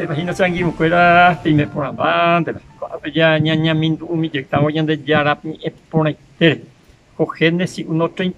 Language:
Guarani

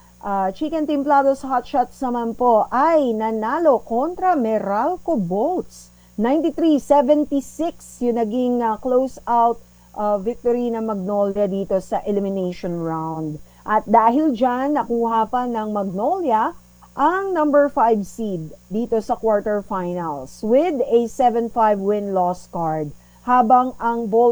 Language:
Filipino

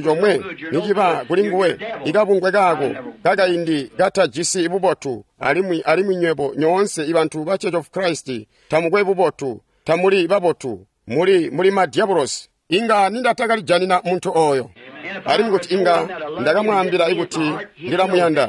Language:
Tonga (Zambia)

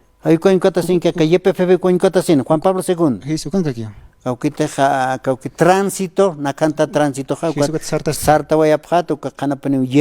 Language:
Aymara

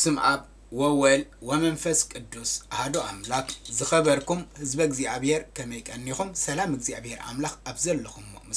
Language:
Tigrinya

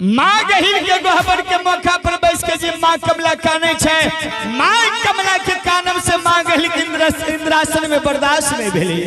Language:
Maithili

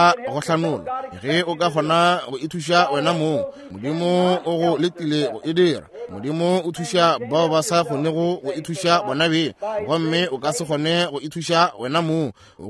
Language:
Northern Sotho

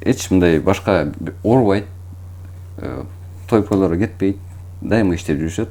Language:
Kyrgyz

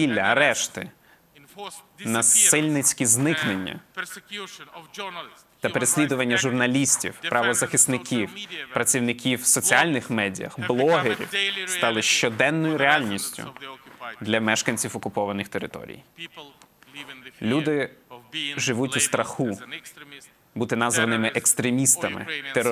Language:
Ukrainian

